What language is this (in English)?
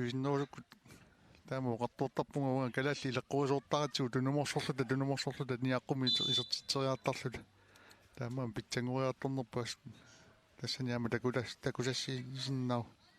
Kalaallisut